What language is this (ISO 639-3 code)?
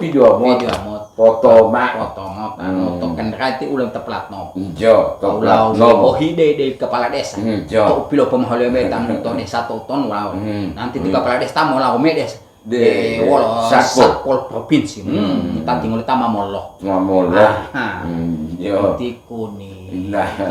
gor